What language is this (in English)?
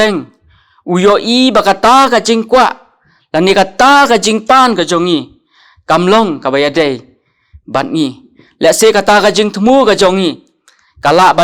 Khasi